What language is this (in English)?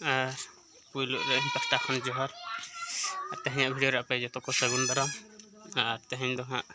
Santali